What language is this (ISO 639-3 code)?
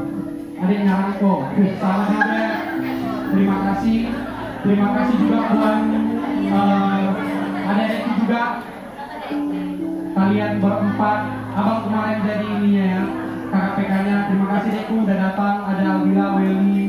ind